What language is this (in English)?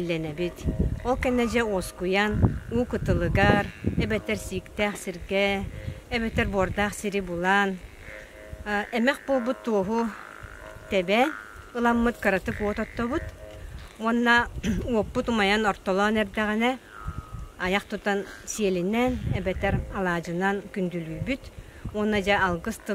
Yakut